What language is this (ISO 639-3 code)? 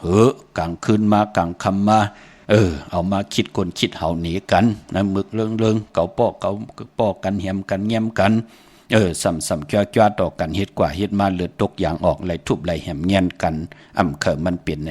shn